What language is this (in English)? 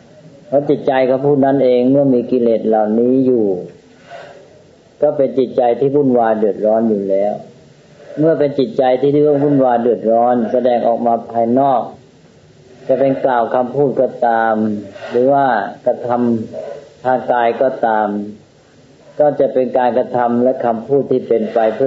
Thai